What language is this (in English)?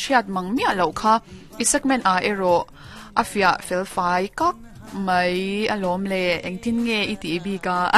Mizo